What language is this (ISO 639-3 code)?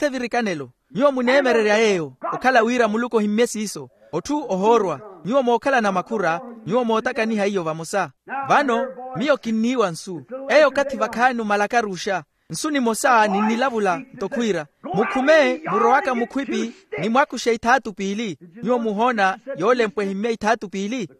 vmw